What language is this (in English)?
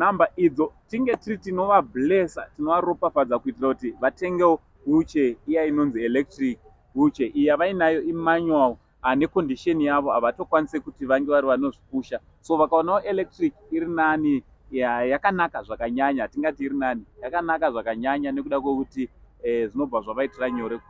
Shona